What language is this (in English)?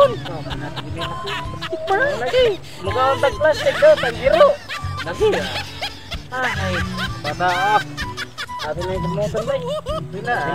Cebuano